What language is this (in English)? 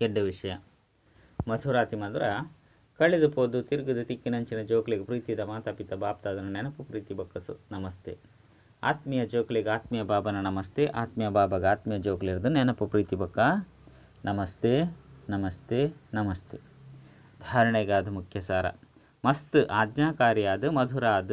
Tulu